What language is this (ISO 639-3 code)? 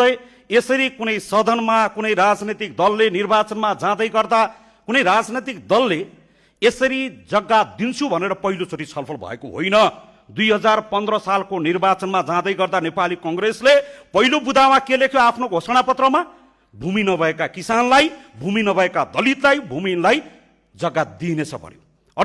nep